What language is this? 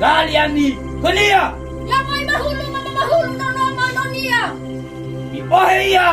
Nias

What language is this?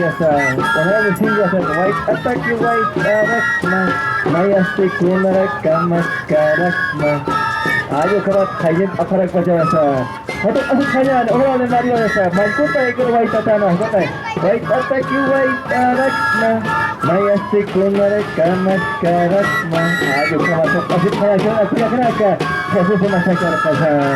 Aymara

